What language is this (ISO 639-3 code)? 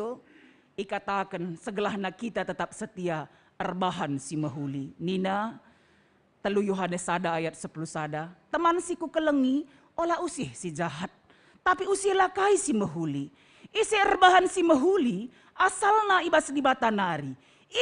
btx